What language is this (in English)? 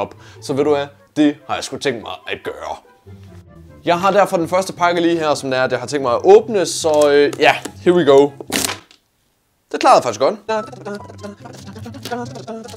Danish